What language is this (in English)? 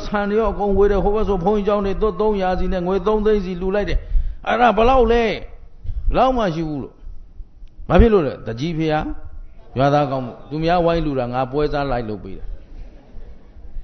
Burmese